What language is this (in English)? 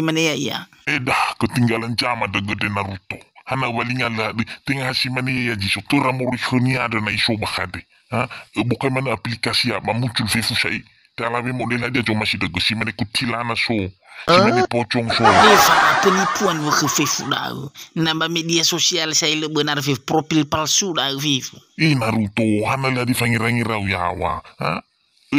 Nias